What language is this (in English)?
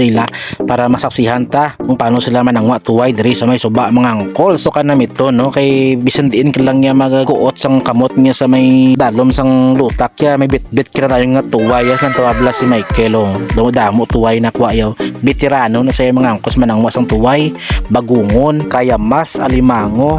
Hiligaynon